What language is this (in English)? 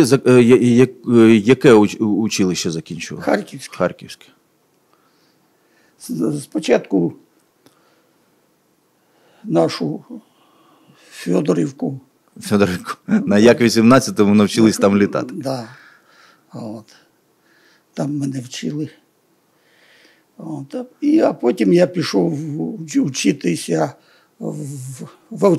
Ukrainian